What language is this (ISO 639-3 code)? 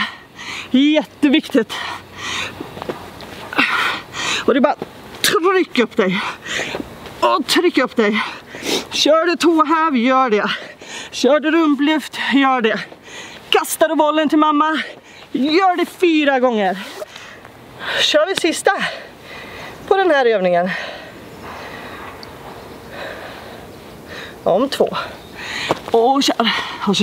swe